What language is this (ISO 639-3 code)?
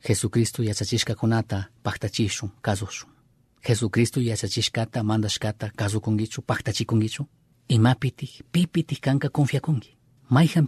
qug